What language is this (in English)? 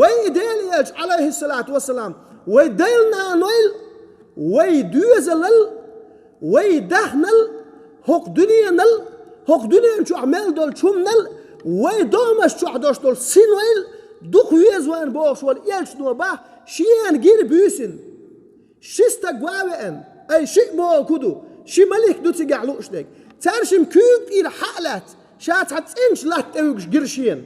Chechen